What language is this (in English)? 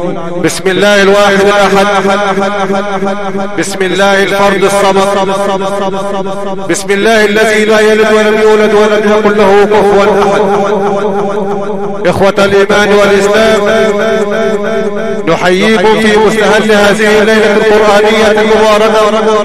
Arabic